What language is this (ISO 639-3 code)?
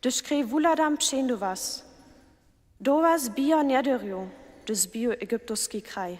hsb